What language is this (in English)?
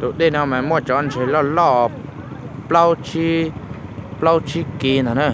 Hmong